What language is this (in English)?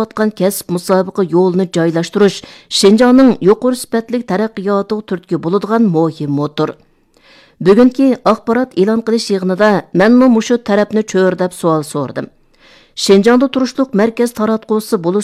Uyghur